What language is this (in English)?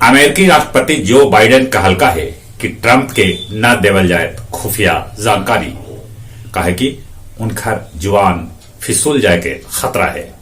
Magahi